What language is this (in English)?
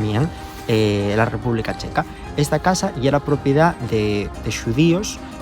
Asturian